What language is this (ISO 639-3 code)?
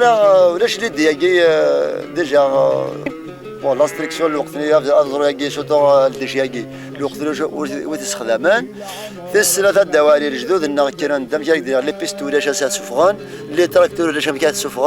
kab